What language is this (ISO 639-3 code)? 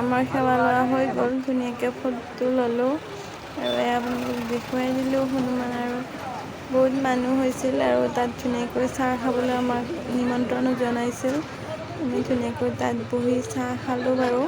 asm